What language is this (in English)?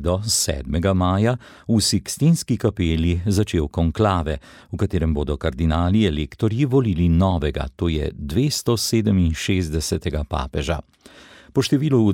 Slovenian